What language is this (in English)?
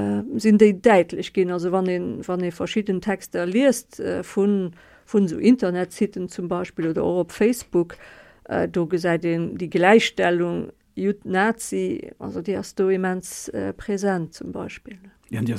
Luxembourgish